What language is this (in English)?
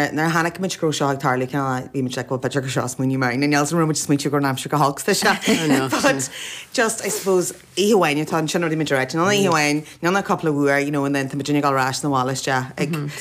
Irish